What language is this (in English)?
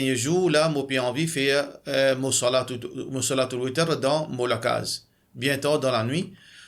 Morisyen